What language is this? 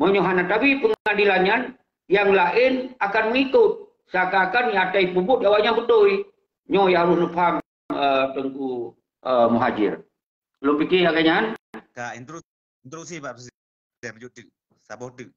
Achinese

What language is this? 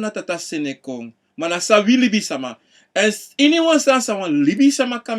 Sranan Tongo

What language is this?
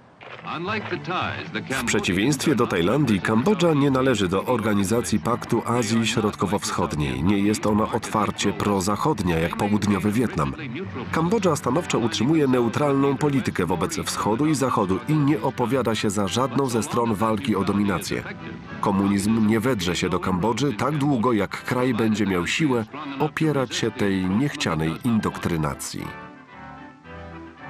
Polish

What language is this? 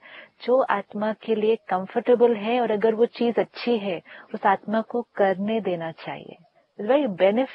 Hindi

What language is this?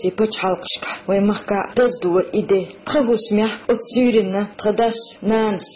Chechen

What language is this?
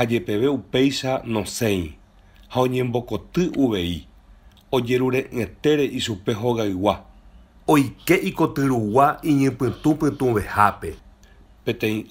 Guarani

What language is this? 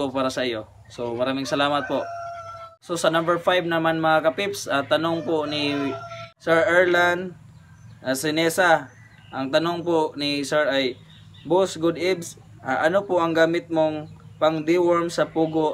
Filipino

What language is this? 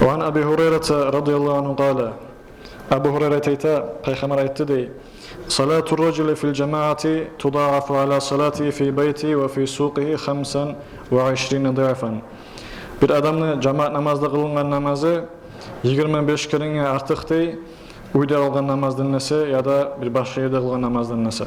Kumyk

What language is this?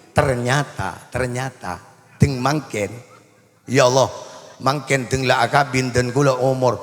Madurese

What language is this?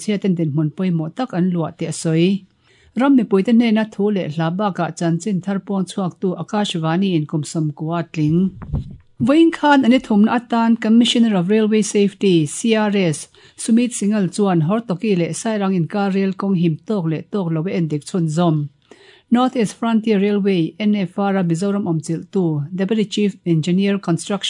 Mizo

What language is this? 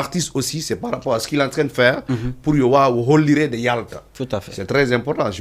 Fula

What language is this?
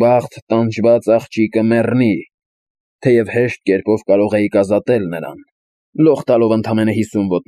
Armenian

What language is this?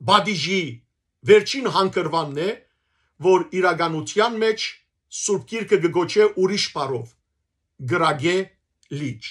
Western Armenian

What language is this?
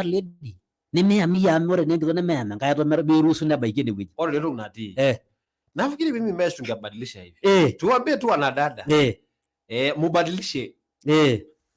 Masai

